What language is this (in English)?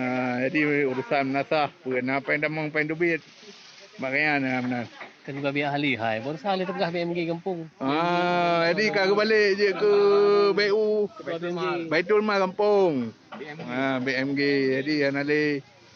Achinese